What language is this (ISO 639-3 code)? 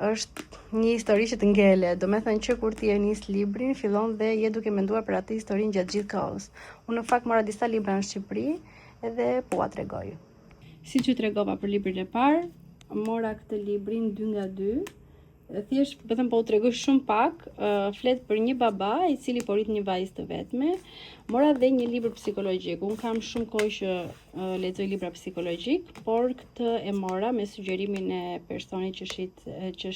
sqi